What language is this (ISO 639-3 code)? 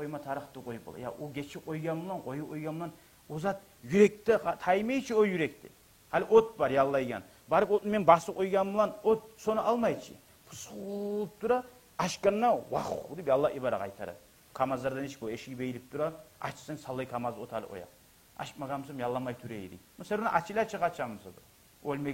kum